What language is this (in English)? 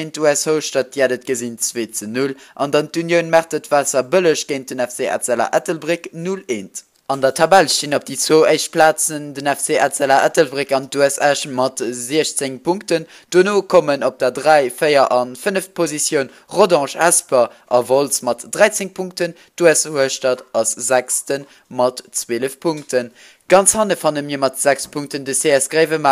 Luxembourgish